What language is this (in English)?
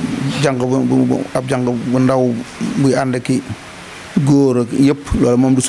Wolof